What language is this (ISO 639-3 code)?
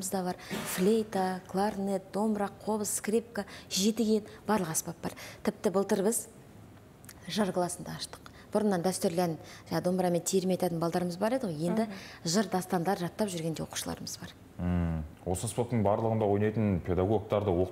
kaz